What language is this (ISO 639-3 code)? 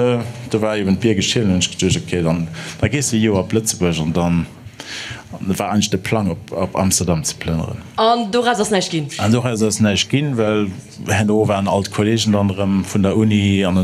ltz